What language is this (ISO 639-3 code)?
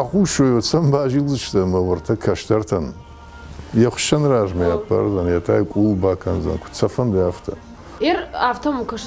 oss